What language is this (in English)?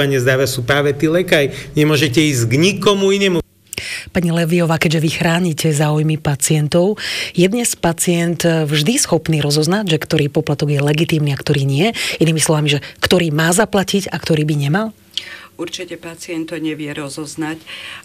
Slovak